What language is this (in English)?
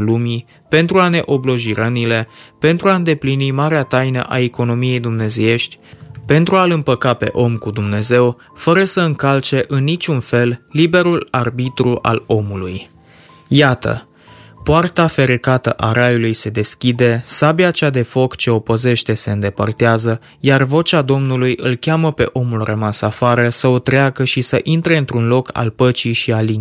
Romanian